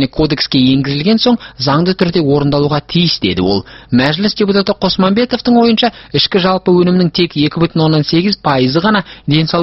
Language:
Kazakh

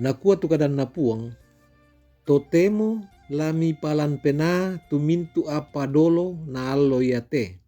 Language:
Toraja-Sa'dan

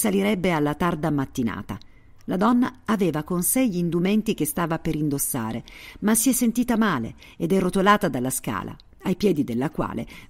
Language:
Italian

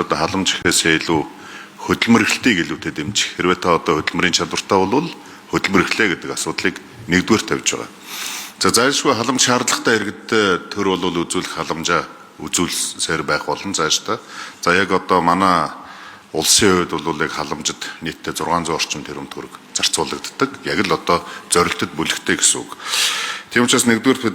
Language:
Mongolian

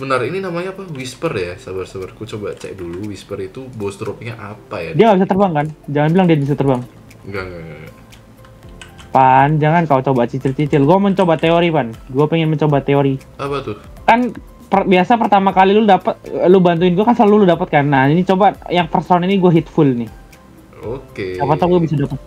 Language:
Indonesian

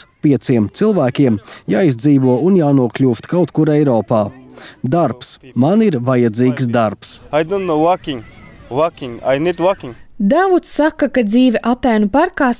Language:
Latvian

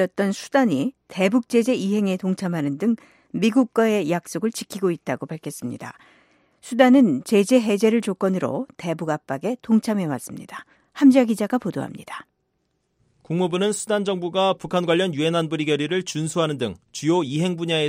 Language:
Korean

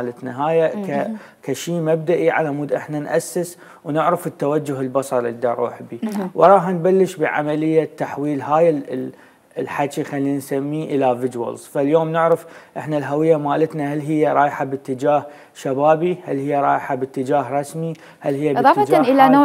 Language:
Mesopotamian Arabic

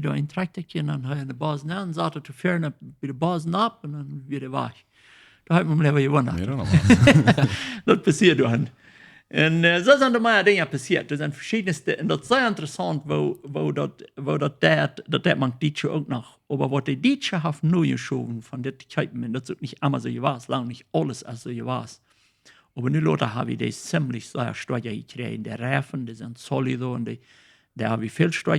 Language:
Plautdietsch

